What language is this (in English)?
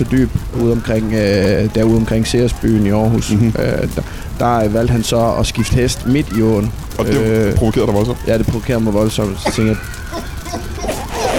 Danish